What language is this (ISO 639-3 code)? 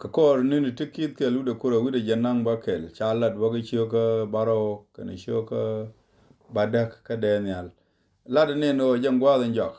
nus